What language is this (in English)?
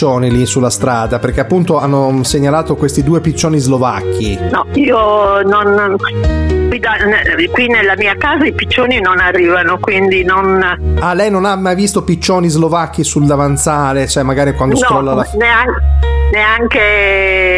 Italian